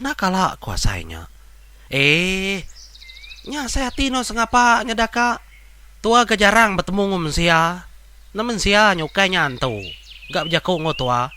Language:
Iban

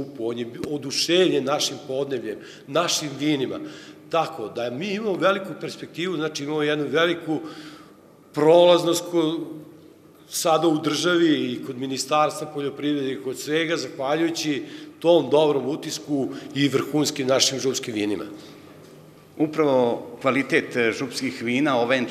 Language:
Serbian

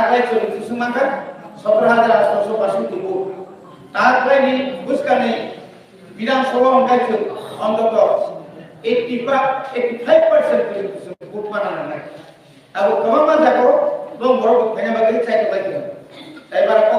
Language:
Kok Borok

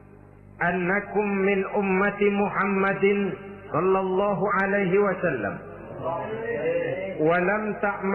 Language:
Indonesian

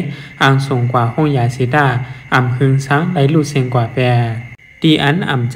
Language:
Shan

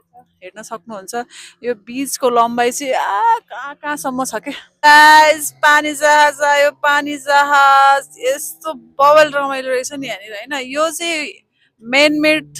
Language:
Nepali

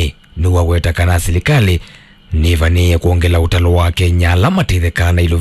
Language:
Kamba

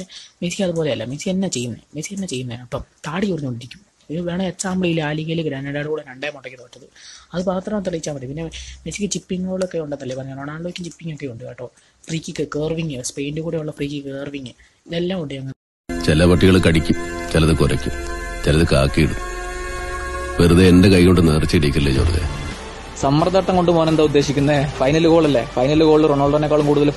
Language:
Malayalam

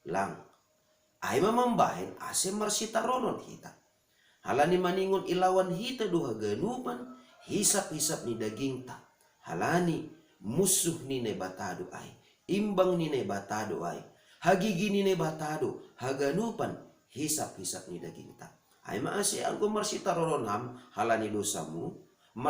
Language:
Batak Simalungun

